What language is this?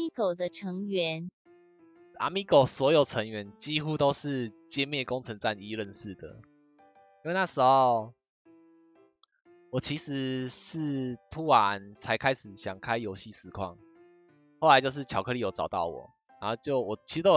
Chinese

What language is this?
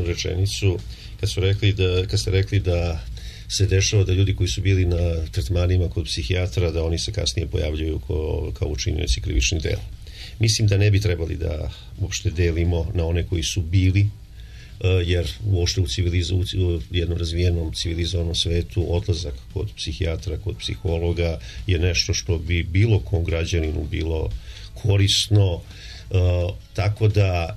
Serbian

